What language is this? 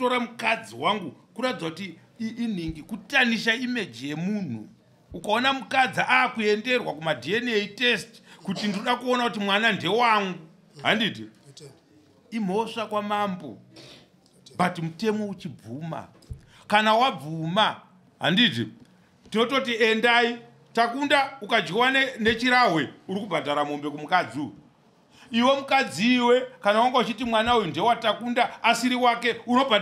Shona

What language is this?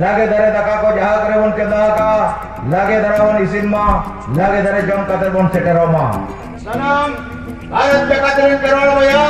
Santali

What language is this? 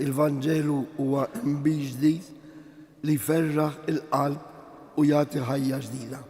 Maltese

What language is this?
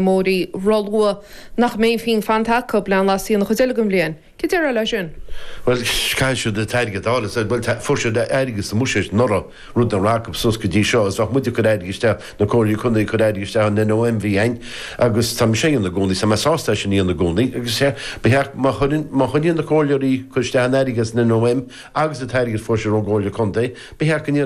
Irish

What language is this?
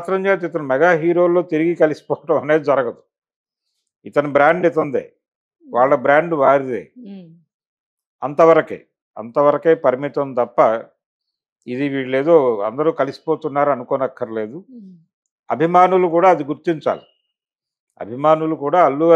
Telugu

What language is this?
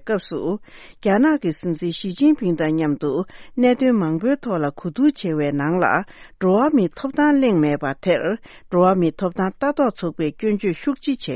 Tibetan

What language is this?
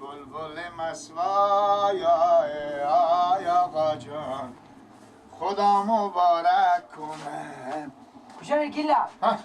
Persian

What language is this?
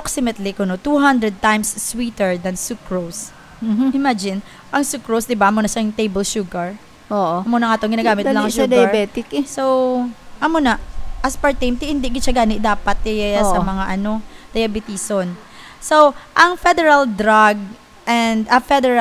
Hiligaynon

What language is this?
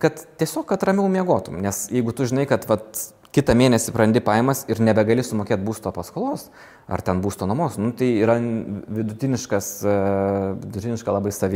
Lithuanian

